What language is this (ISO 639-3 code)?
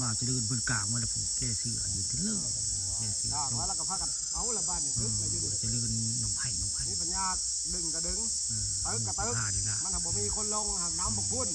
tts